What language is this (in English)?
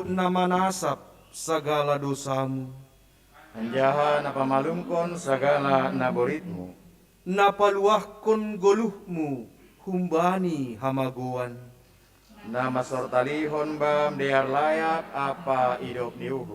Batak Simalungun